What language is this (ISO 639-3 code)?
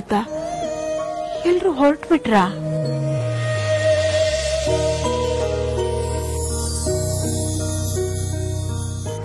kan